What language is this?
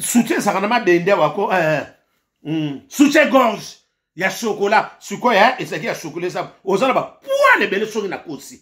Lingala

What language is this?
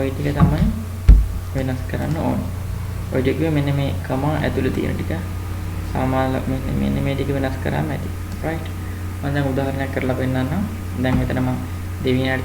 Sinhala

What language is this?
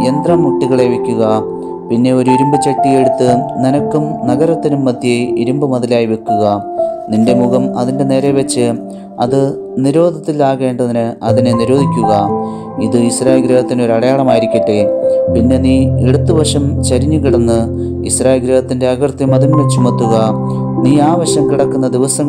Malayalam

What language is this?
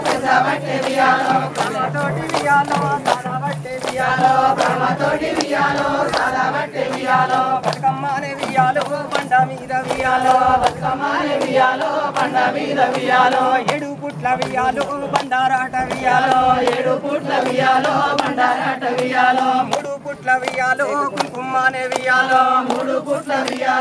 Telugu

